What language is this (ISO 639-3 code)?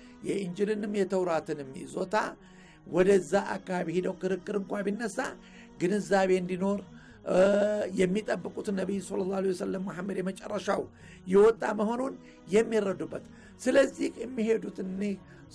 amh